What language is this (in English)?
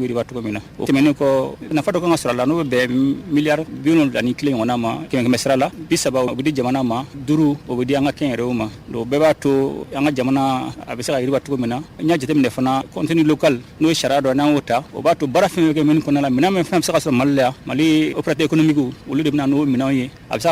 Bambara